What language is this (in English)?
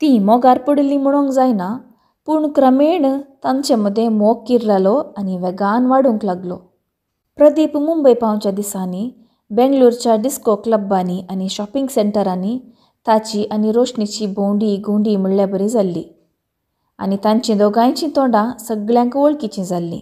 Konkani